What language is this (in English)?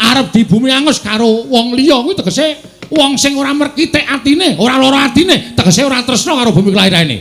Javanese